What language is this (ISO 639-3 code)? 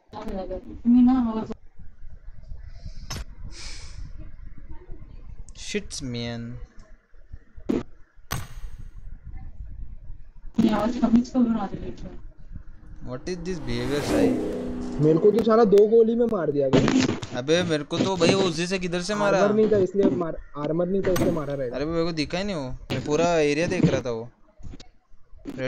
hin